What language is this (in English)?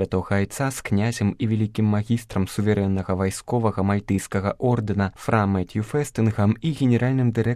Belarusian